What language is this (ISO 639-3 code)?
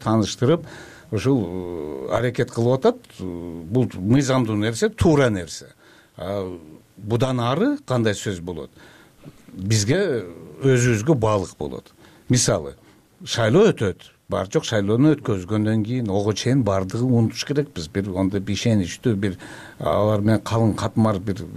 kir